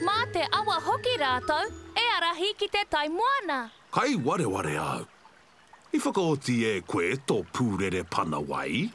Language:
Māori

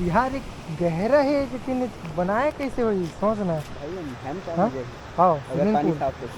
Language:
Chhattisgarhi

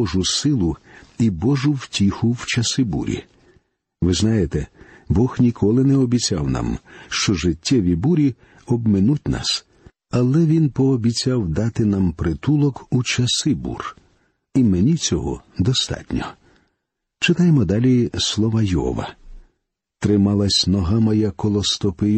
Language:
Ukrainian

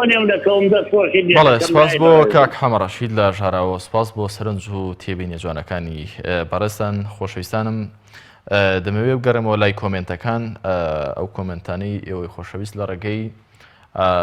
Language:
Central Kurdish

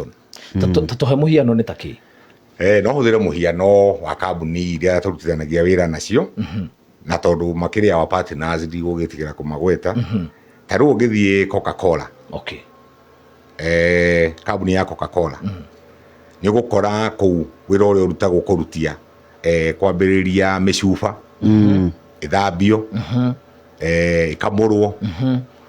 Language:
Kikuyu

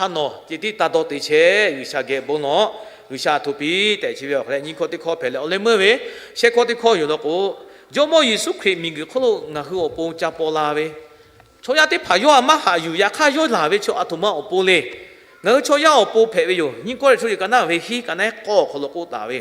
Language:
Lahu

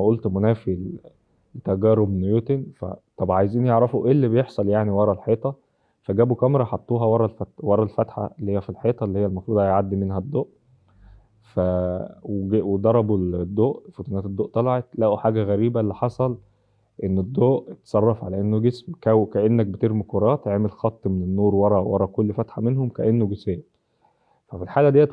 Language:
Egyptian Arabic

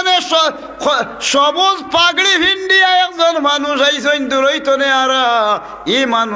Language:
Sylheti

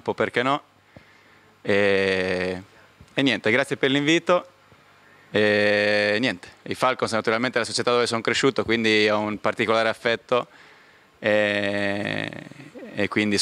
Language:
Italian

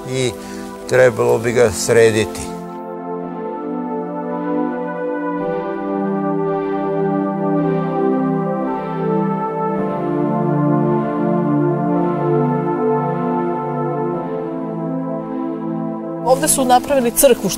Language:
Serbian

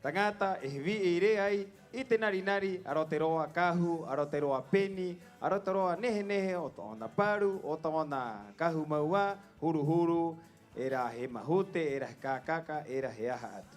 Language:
Rapanui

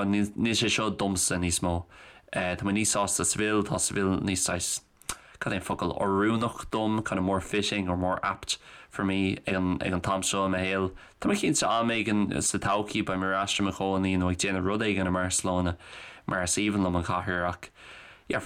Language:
Irish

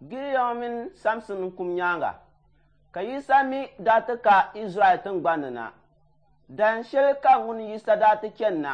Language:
Dagbani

